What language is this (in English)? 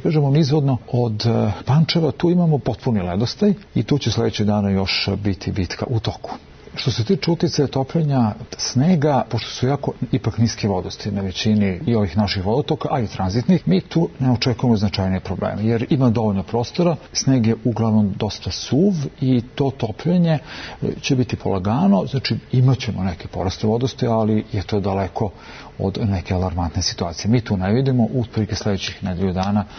Serbian